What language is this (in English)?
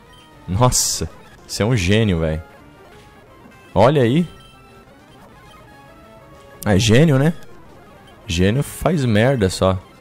Portuguese